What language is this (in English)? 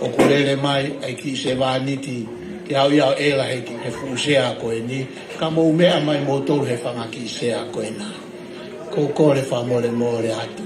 Tongan